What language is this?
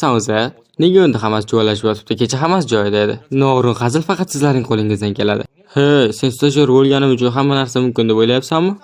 Uzbek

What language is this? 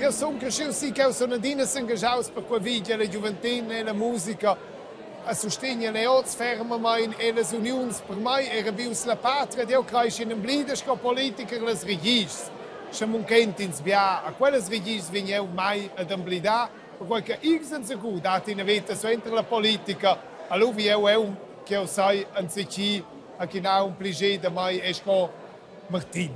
Romansh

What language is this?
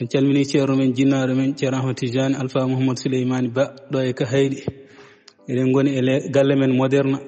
Fula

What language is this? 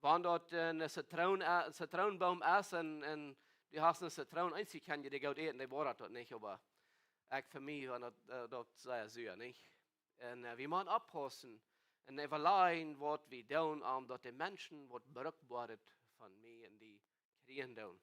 Plautdietsch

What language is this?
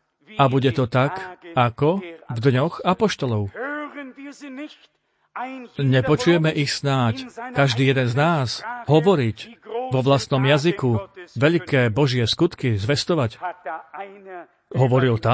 Slovak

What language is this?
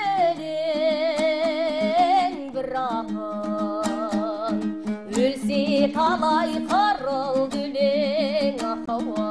Kazakh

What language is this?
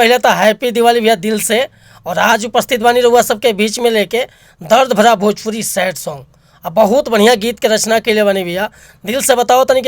Bhojpuri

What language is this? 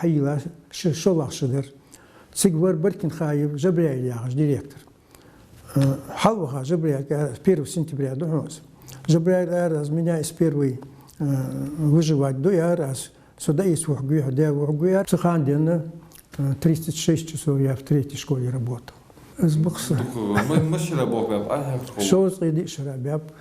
Ingush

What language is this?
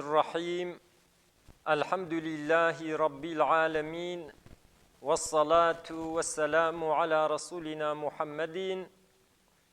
Kurdish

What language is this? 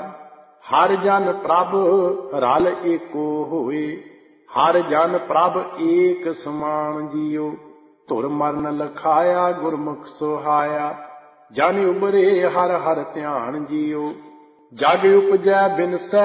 Punjabi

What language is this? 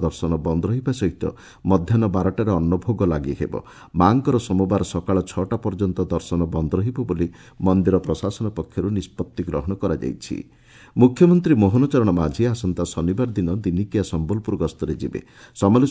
Odia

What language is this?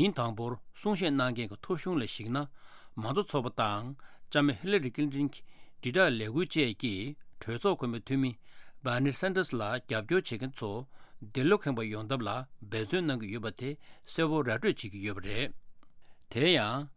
Tibetan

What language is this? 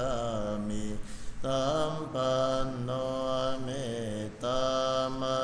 Pali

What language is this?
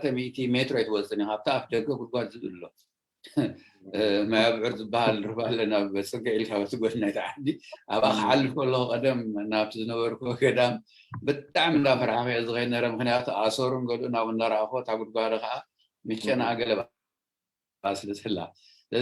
Tigrinya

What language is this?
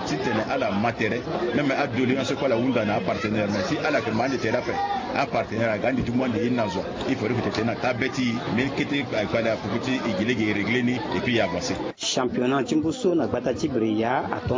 Sango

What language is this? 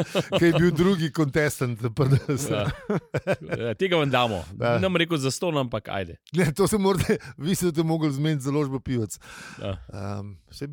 Slovenian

